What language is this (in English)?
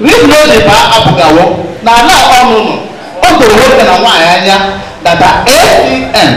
Igbo